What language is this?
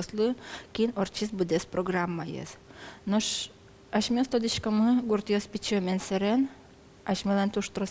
Udmurt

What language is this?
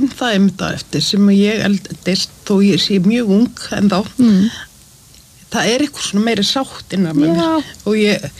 Icelandic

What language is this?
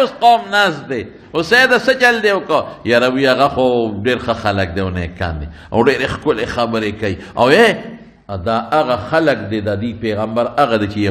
Pashto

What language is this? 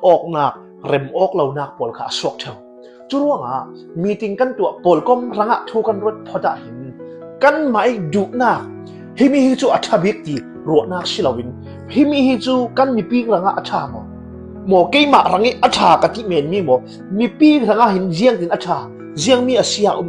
Falam Chin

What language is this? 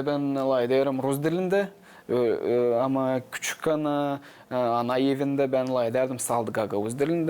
Gagauz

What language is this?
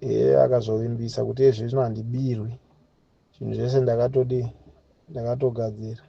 Shona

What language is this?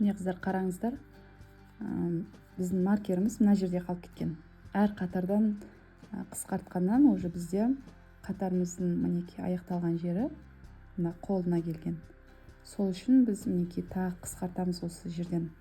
Kazakh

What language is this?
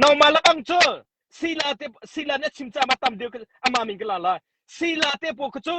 Hakha Chin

